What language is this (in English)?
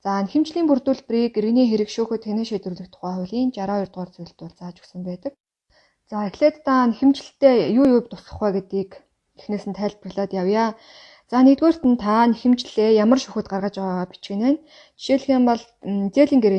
Mongolian